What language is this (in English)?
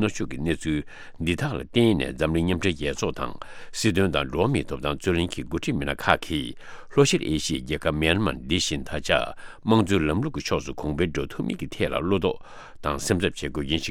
Tibetan